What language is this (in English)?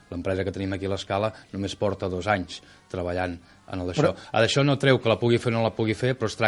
Catalan